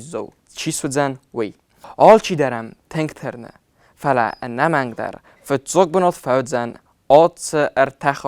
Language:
Ossetic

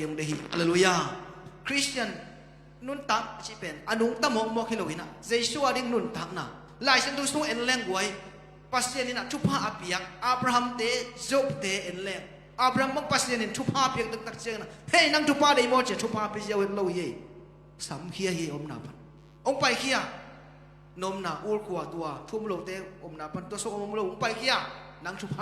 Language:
Tedim Chin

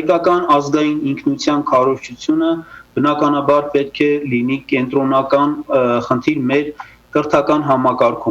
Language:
Western Armenian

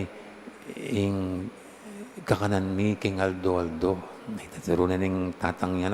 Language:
Pampanga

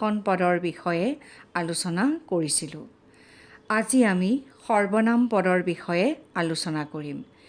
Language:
Assamese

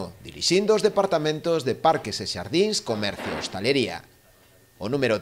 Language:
Galician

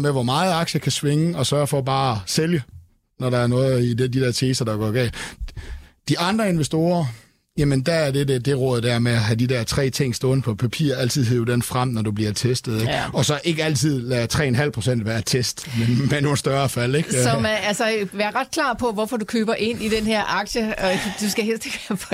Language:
Danish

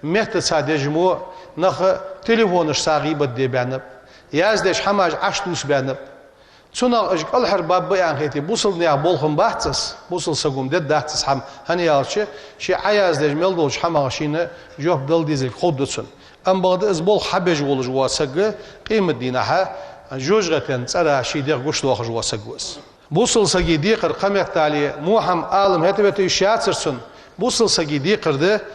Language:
Ingush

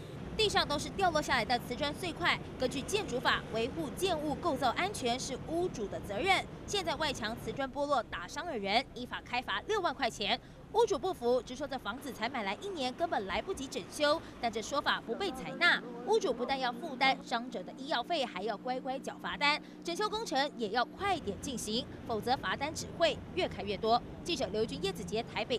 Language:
Chinese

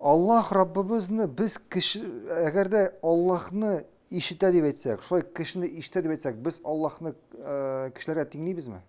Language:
Tatar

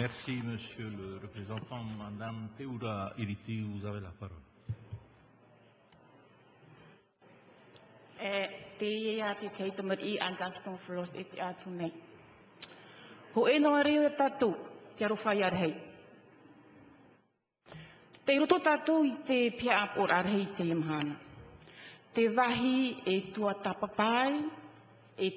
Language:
French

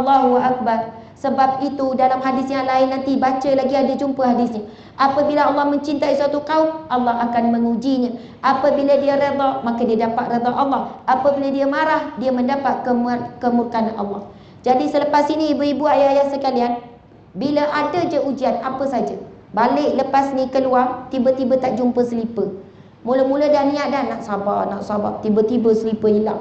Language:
Malay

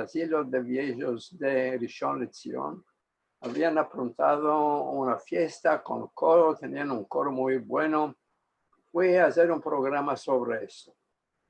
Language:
Ladino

